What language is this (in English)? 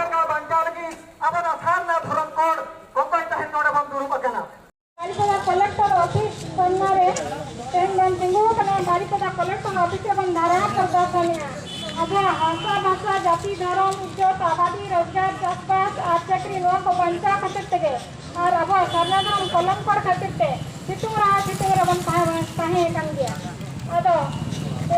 Santali